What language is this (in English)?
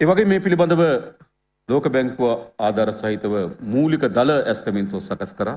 Sinhala